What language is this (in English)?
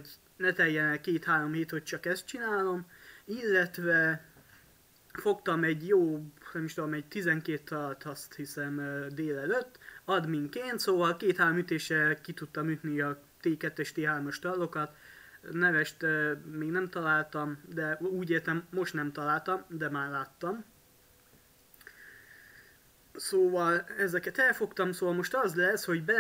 Hungarian